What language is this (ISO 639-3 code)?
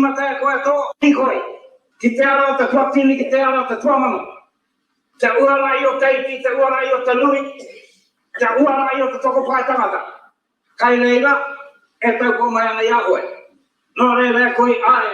mri